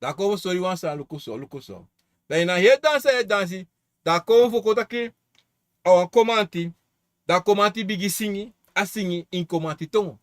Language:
Sranan Tongo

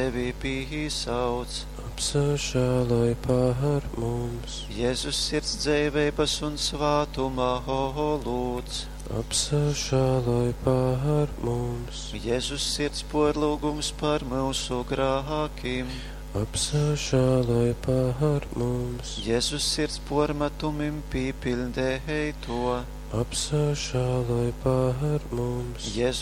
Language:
Latgalian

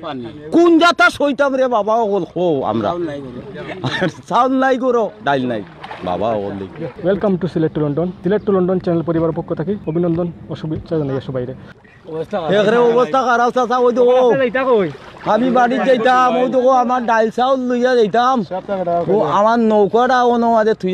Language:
Sylheti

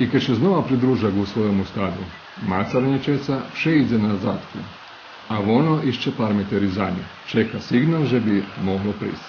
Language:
Rusyn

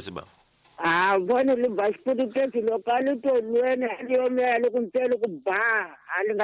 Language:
Tsonga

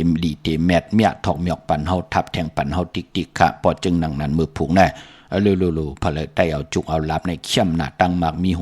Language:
Shan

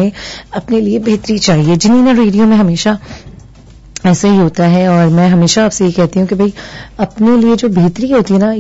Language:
Urdu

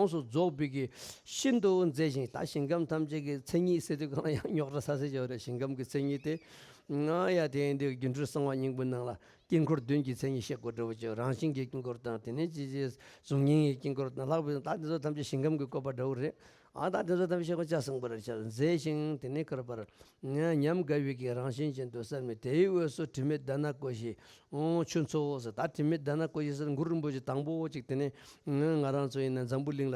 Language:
Tibetan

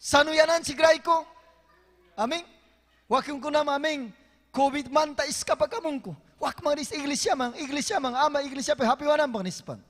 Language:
Ayacucho Quechua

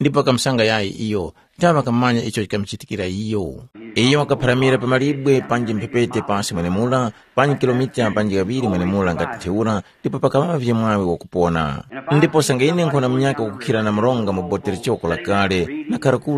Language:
Tumbuka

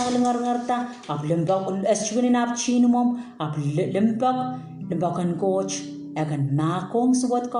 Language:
Pohnpeian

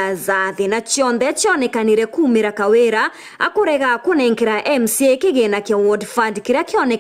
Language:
Meru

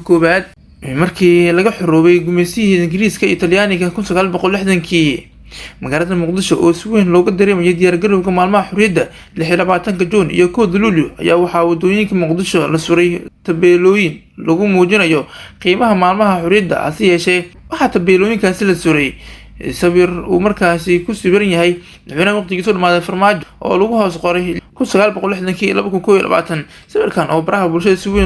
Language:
Somali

